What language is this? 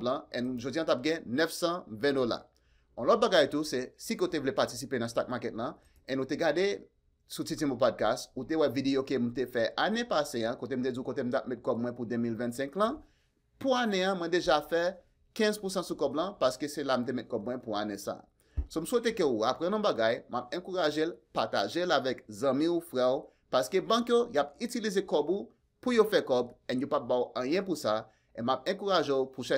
Haitian Creole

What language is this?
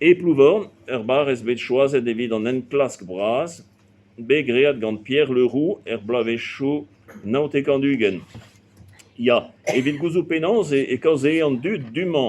Breton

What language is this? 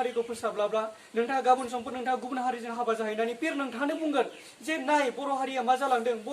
Bodo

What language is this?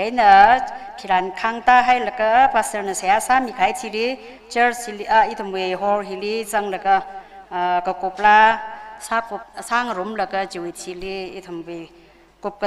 Tangkhul Naga (India)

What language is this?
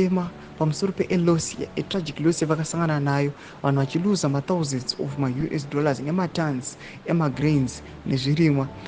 Shona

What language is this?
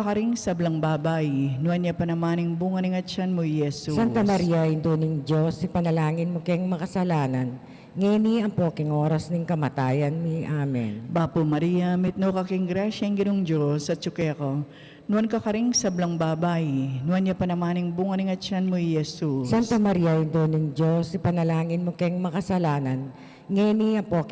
Pampanga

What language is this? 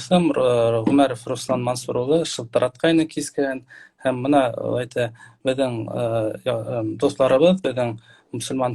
Bashkir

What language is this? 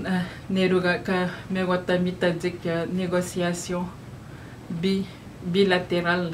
Atikamekw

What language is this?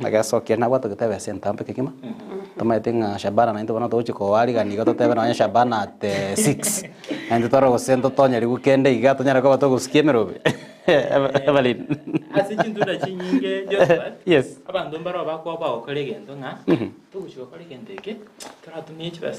Gusii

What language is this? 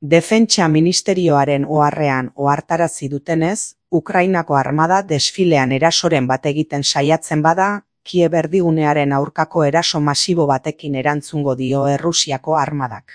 Basque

